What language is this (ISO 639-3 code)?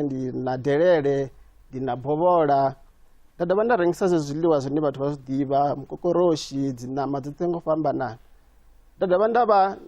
ven